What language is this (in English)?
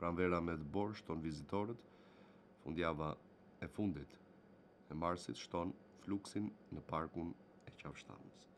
Albanian